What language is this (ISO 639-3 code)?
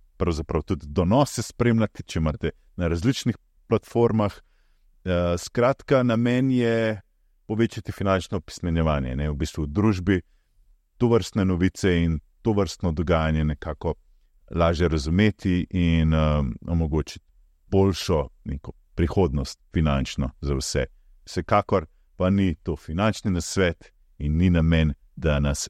slv